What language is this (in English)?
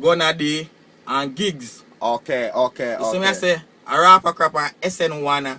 Jamaican Creole English